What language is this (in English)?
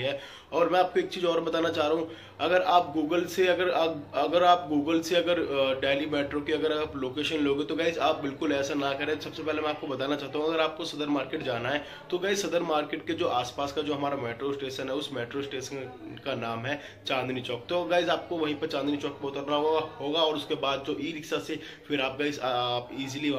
Hindi